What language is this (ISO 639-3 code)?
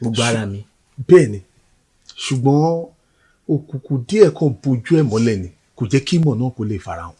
yor